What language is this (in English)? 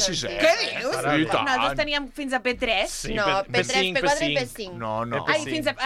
Catalan